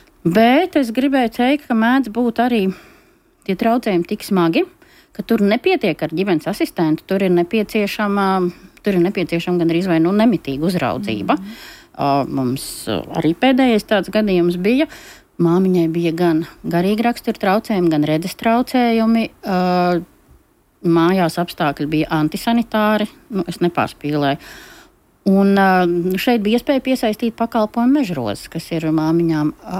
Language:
Latvian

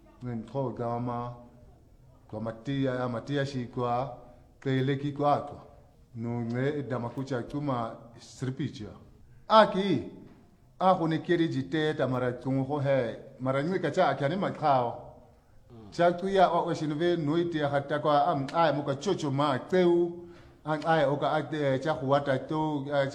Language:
Swahili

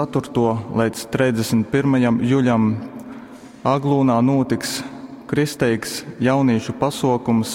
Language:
Latgalian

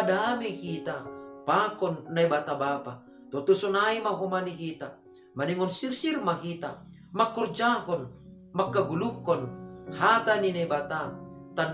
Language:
Batak Simalungun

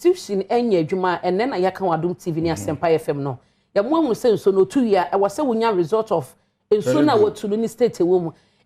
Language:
Akan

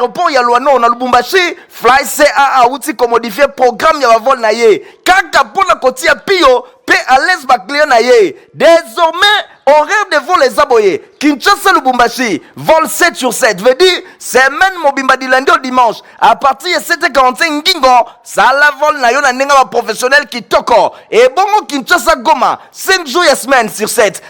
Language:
Lingala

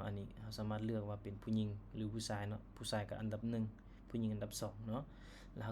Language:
Lao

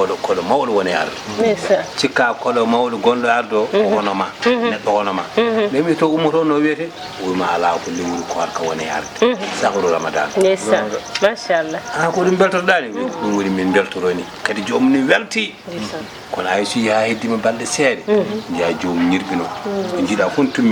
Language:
Fula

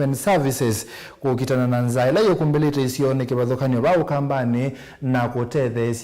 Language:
Kamba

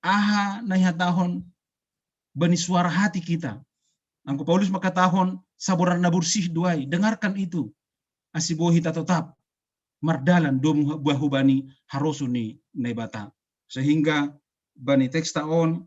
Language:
Batak Simalungun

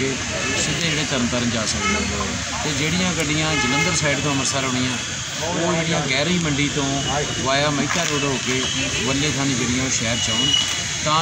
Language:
Punjabi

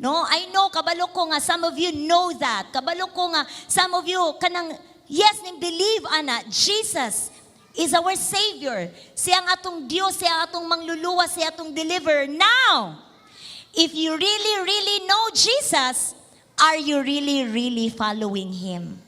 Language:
Cebuano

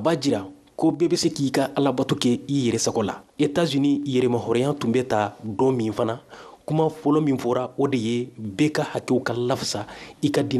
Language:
Bambara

